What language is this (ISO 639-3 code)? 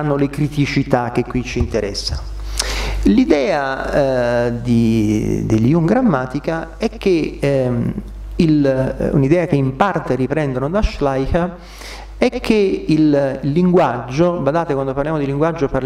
ita